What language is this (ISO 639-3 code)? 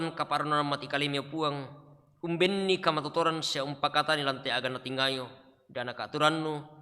sda